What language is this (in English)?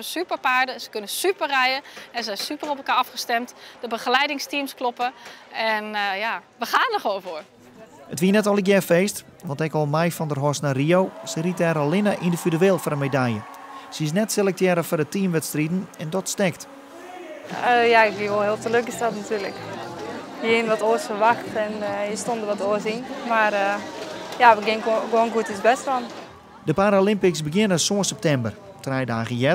Western Frisian